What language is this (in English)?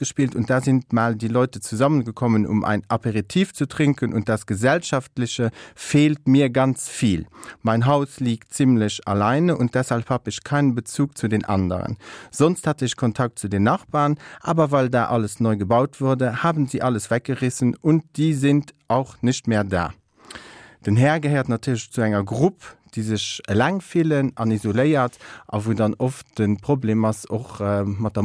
Luxembourgish